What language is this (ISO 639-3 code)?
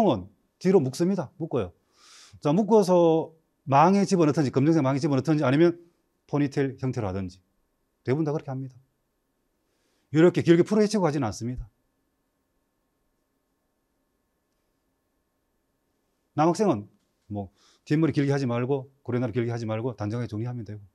kor